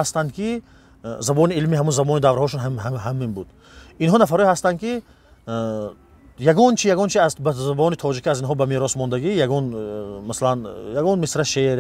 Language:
Tajik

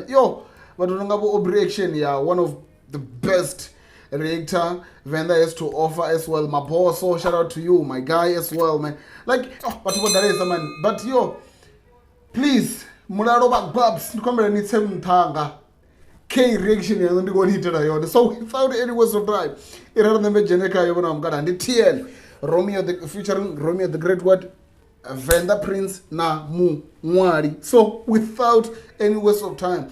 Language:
Venda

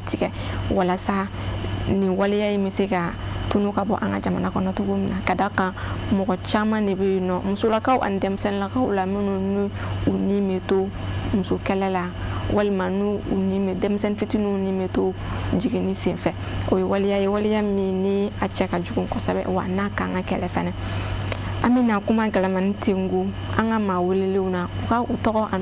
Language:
Bambara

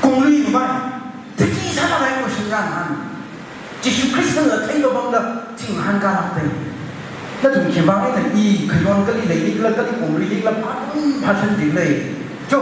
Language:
Tangkhul Naga (India)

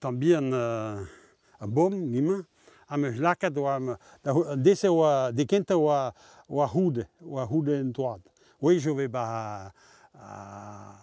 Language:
Breton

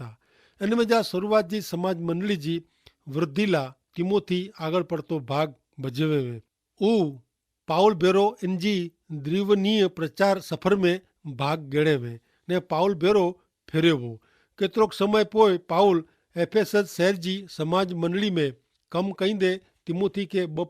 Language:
Kachhi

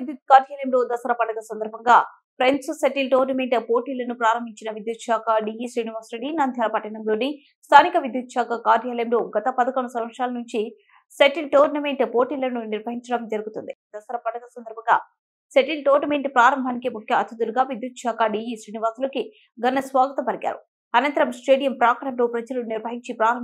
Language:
Telugu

